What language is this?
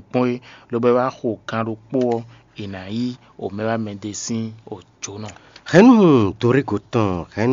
Fon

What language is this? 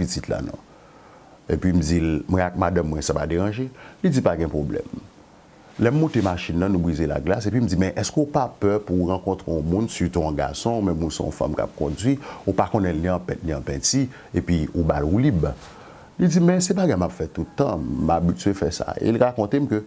Haitian Creole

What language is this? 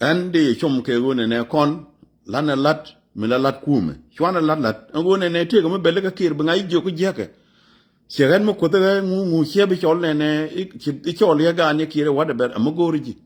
Nuer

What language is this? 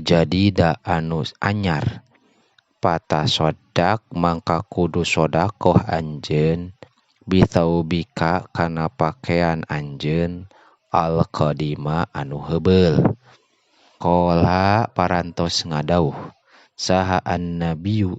Sundanese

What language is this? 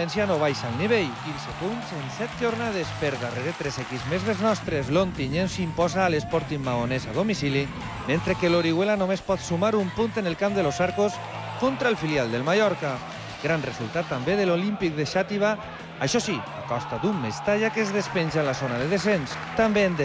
Catalan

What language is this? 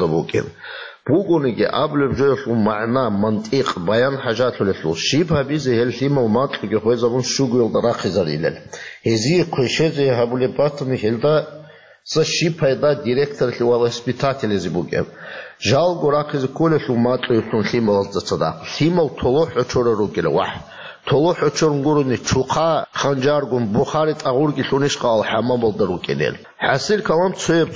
Avaric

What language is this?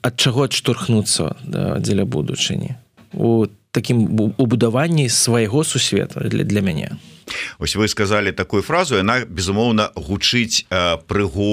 Belarusian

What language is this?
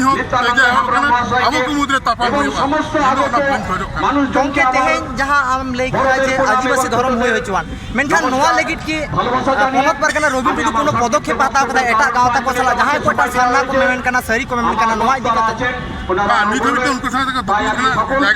Santali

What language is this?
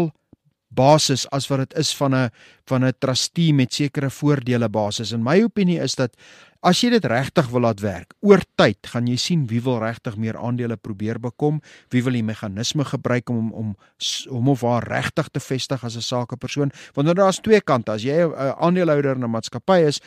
Afrikaans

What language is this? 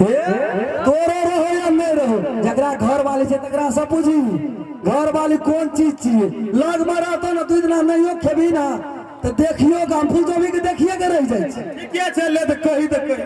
Maithili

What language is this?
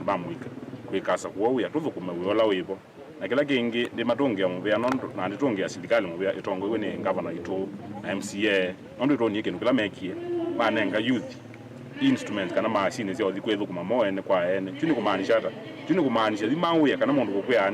Kamba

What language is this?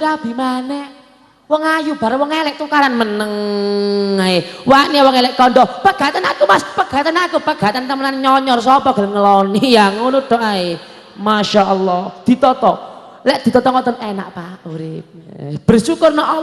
Javanese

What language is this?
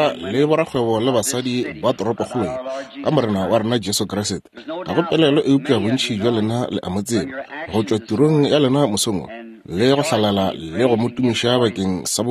Northern Sotho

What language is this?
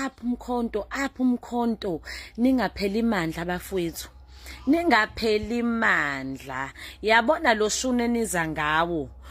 Zulu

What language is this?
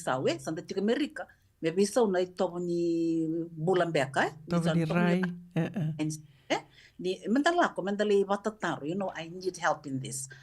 Fijian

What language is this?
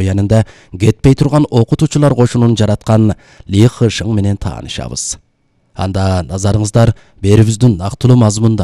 Kyrgyz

